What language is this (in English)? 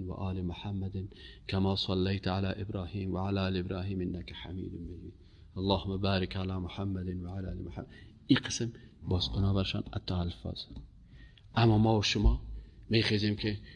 Persian